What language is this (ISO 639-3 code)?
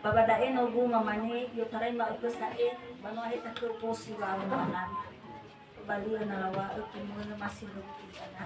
nia